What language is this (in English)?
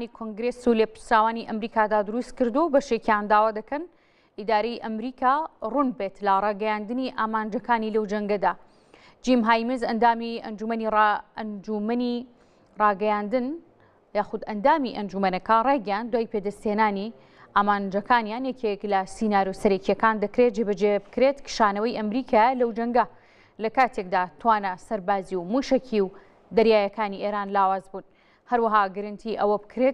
Central Kurdish